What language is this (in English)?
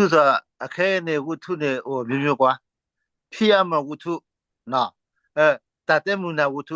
S'gaw Karen